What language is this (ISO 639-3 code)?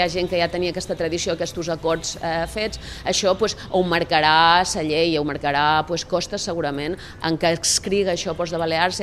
cat